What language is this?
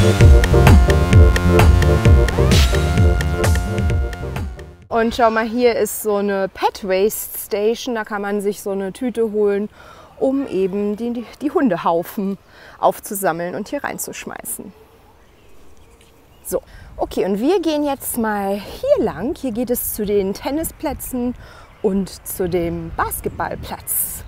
German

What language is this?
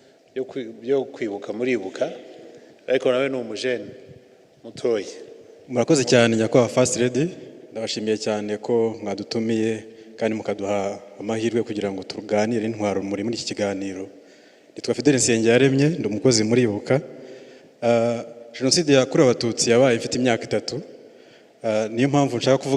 Kinyarwanda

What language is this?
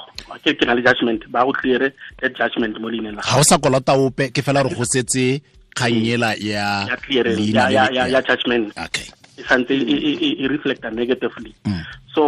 Tswana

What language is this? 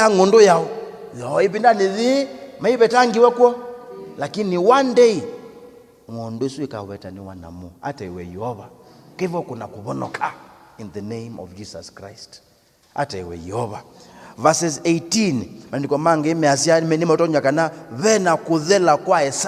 Kamba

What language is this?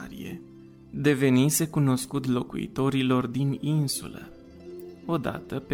Romanian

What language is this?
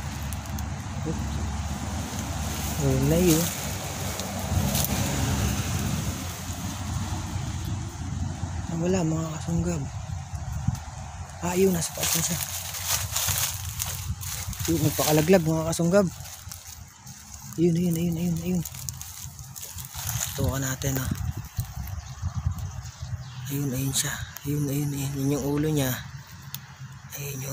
Filipino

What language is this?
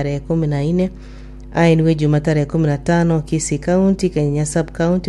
Gusii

